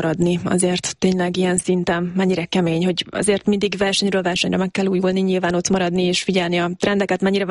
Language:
Hungarian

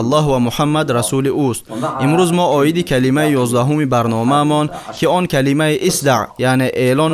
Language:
Tajik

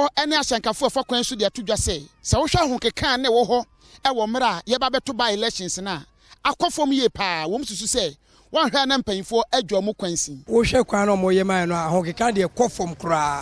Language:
Akan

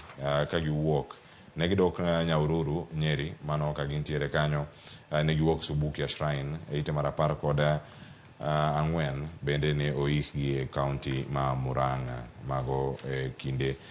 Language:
Luo (Kenya and Tanzania)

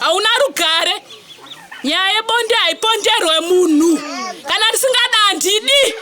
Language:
Shona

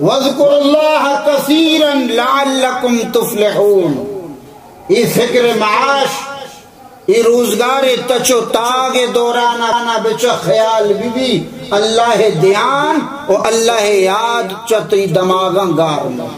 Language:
Baluchi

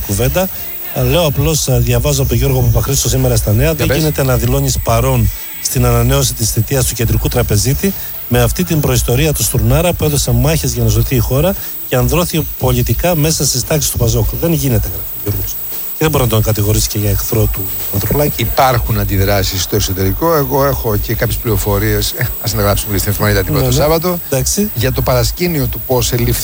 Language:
Greek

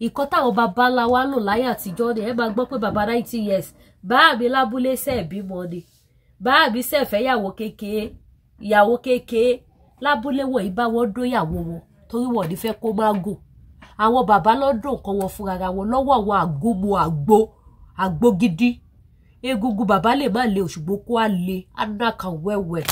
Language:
Yoruba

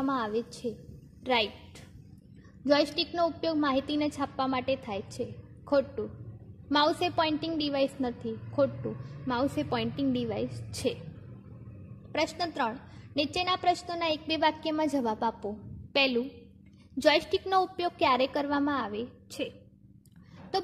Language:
Gujarati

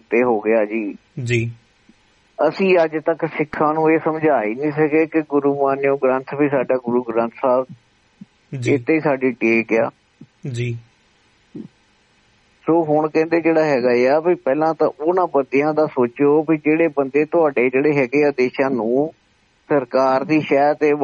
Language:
Punjabi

